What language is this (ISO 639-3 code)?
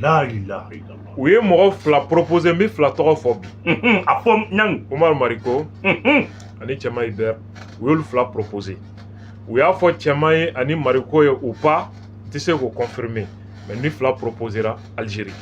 bam